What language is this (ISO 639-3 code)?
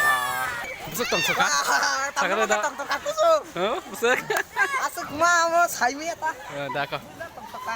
trp